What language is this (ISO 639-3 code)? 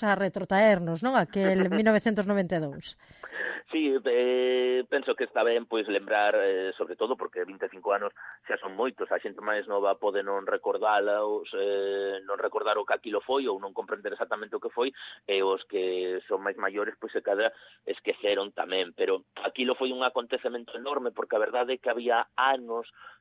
glg